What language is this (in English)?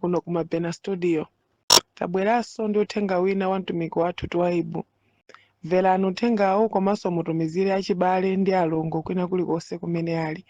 Nyanja